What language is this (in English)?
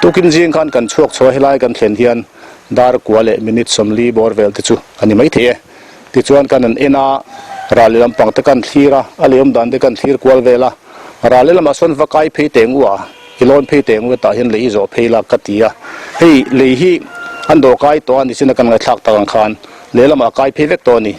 Mizo